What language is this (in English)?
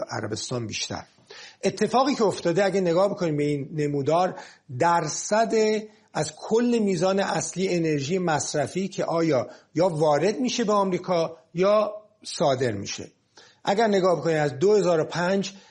Persian